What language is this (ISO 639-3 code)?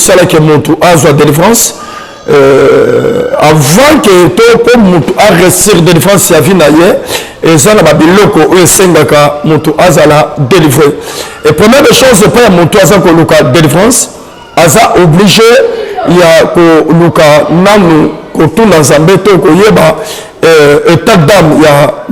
lin